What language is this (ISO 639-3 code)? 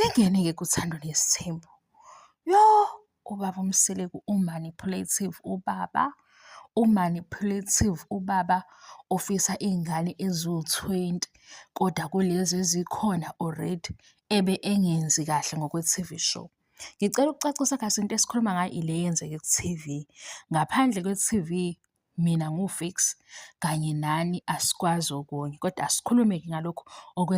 zul